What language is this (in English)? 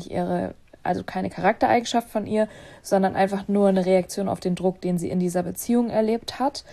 German